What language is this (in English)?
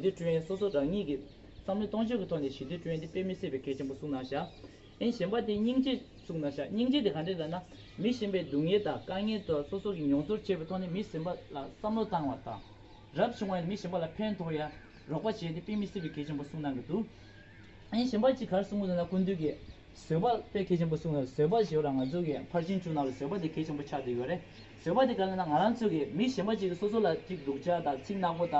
Tibetan